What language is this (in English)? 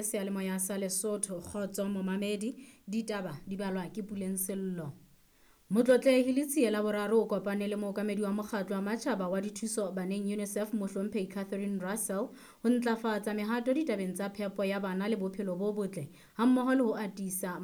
Southern Sotho